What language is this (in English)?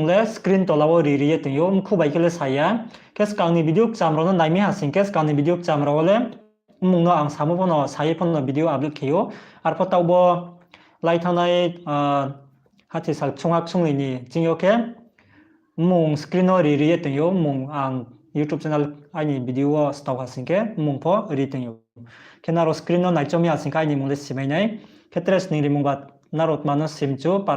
Riang (India)